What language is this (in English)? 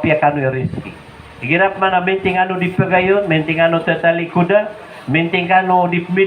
Maranao